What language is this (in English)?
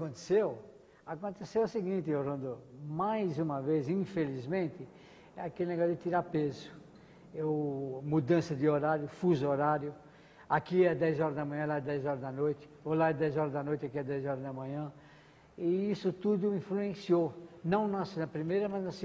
Portuguese